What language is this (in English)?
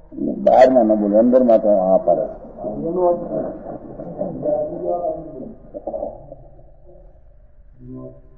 Gujarati